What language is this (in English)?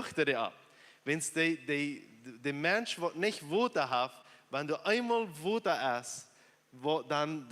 Plautdietsch